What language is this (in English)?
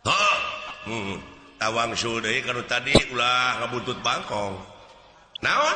Sundanese